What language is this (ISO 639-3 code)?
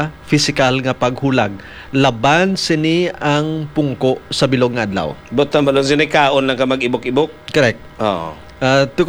hil